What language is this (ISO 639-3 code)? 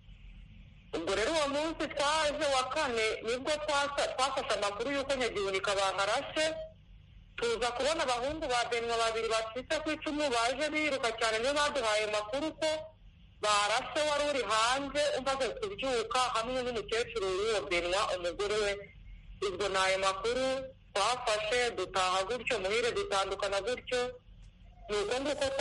kin